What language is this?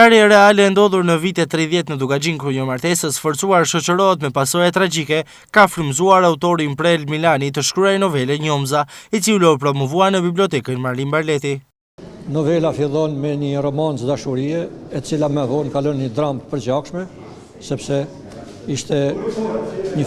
Albanian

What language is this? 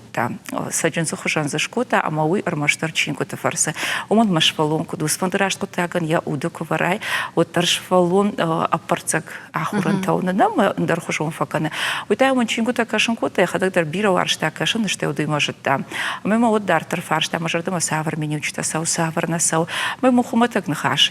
Ossetic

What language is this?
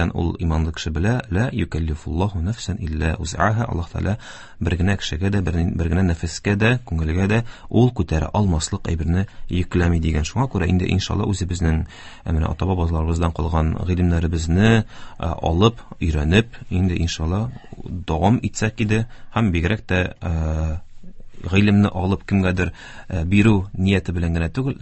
Tatar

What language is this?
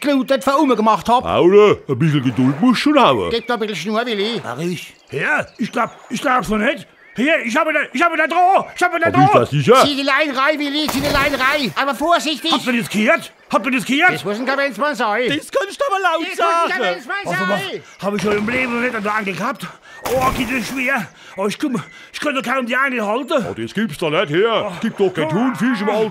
Palatine German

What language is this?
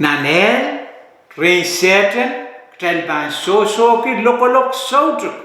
Pohnpeian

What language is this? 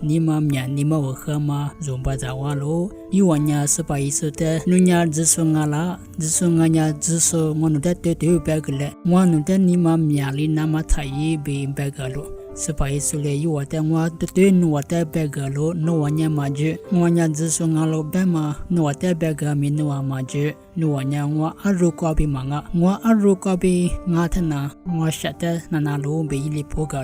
Lisu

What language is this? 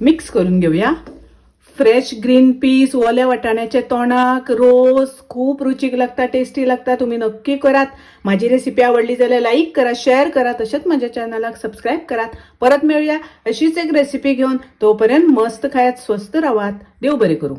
Konkani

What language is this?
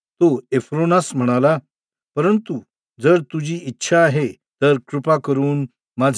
Marathi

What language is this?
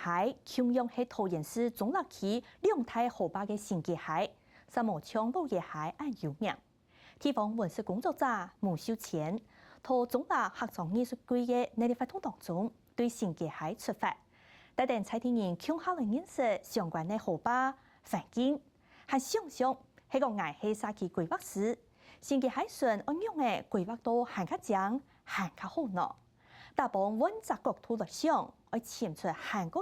Hakka Chinese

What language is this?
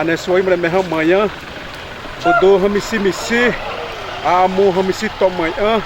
Xavánte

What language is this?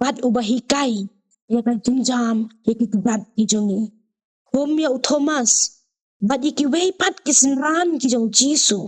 Khasi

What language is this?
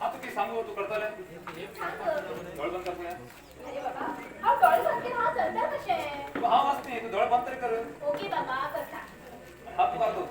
Konkani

